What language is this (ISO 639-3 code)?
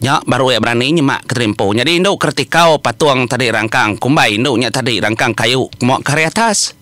iba